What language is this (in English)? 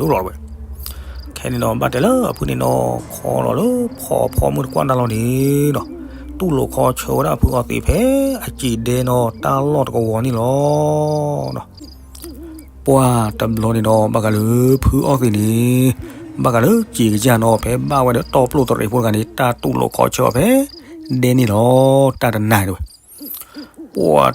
S'gaw Karen